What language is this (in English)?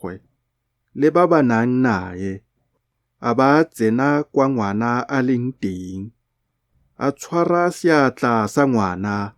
Tswana